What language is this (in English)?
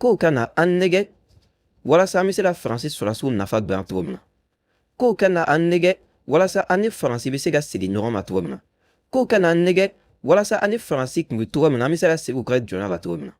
Bambara